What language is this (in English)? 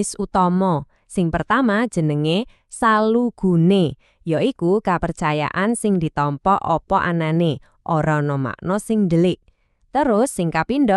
Javanese